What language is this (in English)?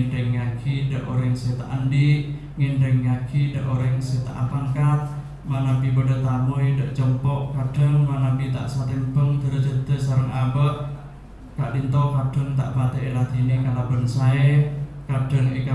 Madurese